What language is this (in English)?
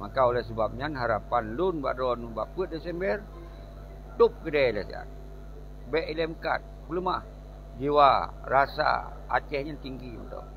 Achinese